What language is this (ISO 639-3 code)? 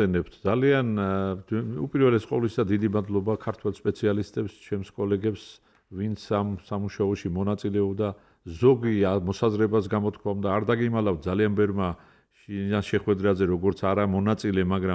kat